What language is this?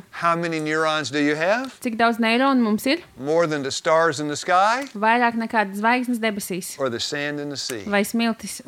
Latvian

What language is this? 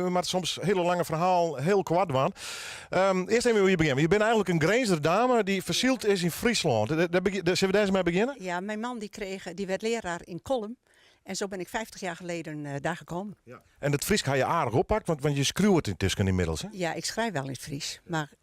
Western Frisian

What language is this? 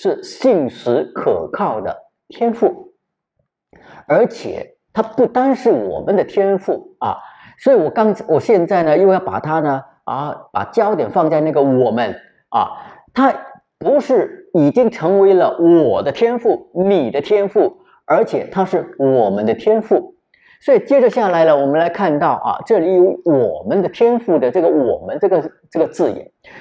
Chinese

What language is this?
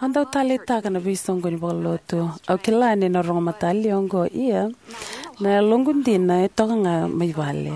Fijian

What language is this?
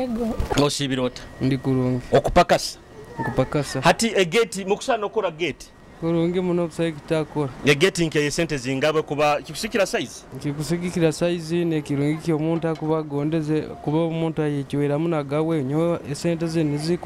Nyoro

